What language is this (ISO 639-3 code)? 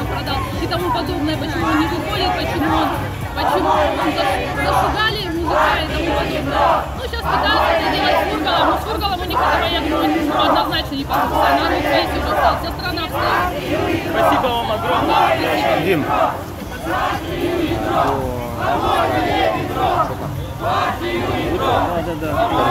rus